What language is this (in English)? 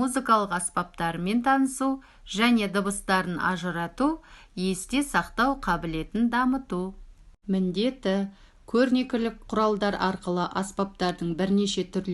Kazakh